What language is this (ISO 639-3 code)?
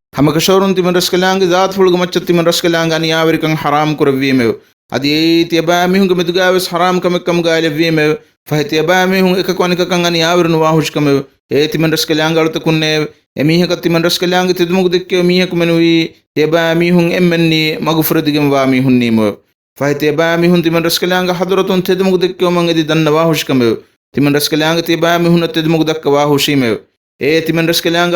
div